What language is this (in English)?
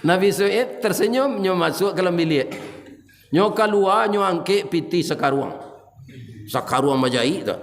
Minangkabau